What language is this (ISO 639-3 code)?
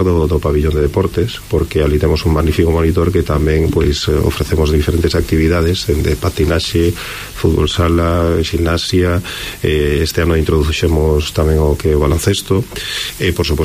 glg